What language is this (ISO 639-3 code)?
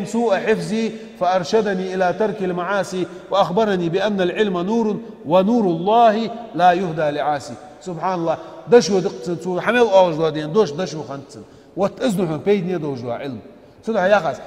inh